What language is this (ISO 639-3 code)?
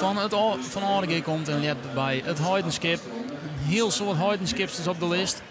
fry